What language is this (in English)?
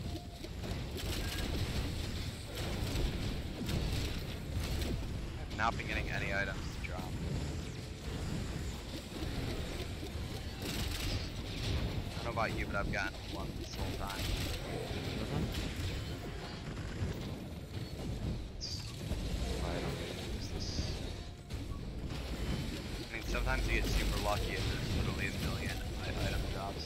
English